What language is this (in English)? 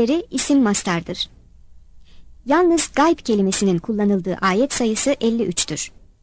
Turkish